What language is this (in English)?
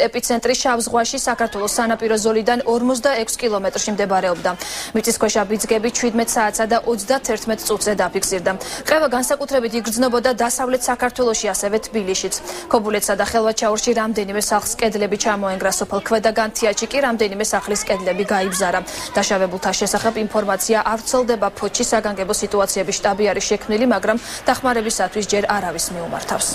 Georgian